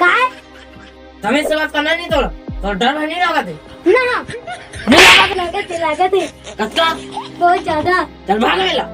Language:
Chhattisgarhi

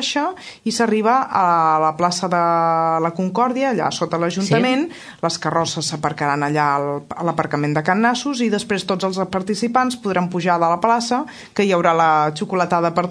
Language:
Catalan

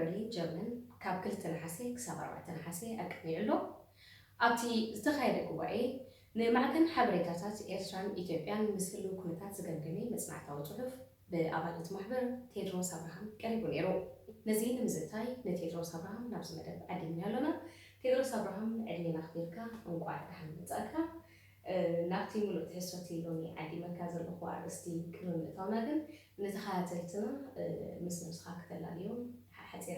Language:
Tigrinya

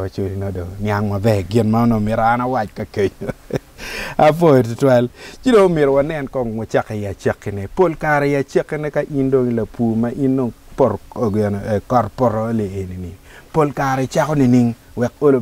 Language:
Acoli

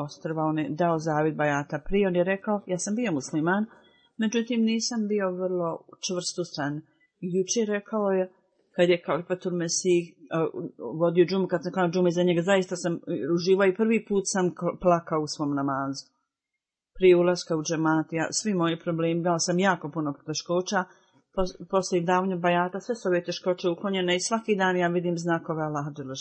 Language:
Bosnian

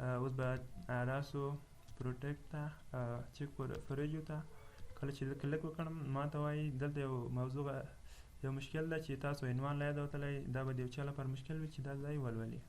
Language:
Pashto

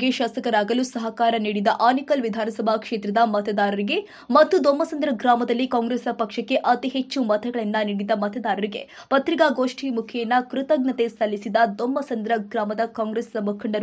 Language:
Kannada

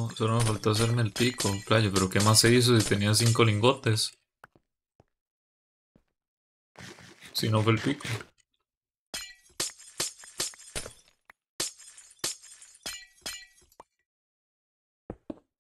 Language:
Spanish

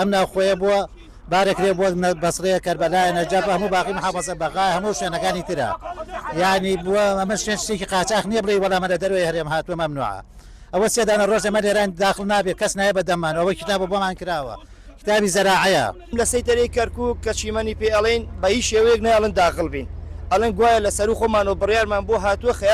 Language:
Central Kurdish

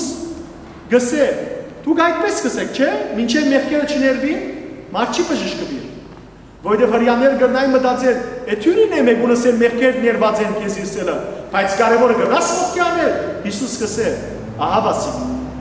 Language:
Western Armenian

